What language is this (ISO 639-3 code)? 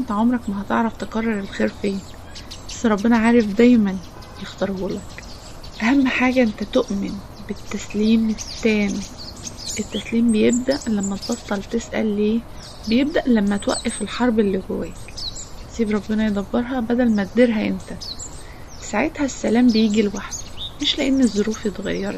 arz